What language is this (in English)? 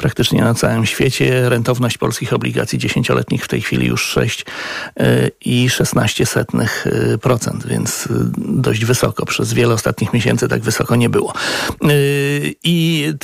Polish